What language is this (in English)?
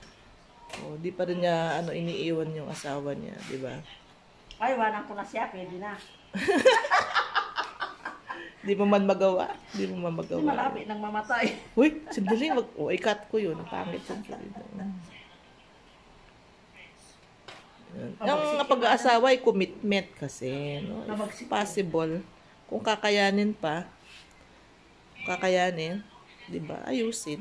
Filipino